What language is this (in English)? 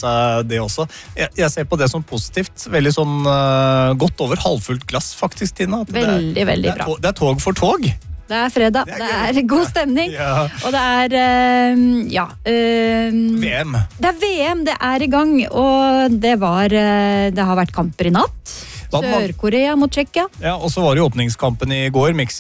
Norwegian